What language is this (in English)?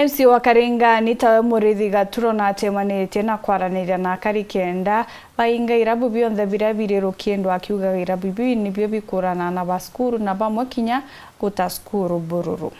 Meru